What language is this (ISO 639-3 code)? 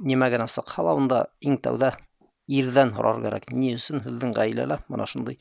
bak